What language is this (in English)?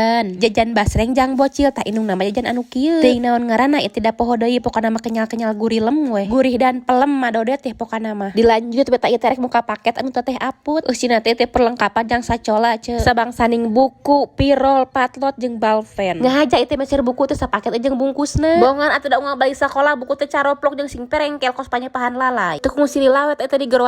Sundanese